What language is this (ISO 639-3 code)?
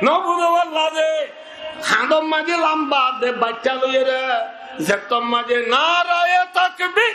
rhg